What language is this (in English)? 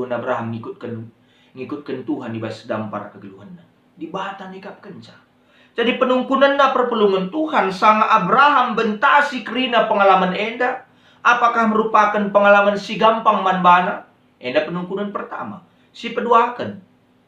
Batak Karo